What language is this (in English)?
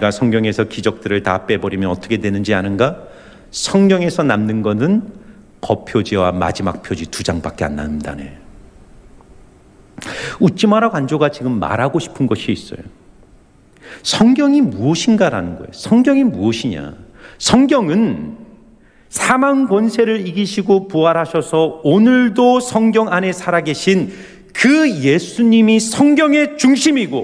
Korean